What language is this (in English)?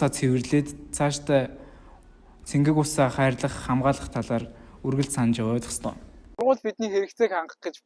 Mongolian